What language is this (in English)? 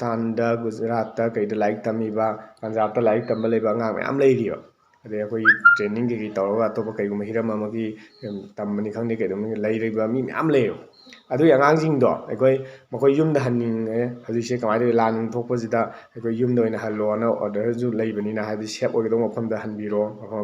Manipuri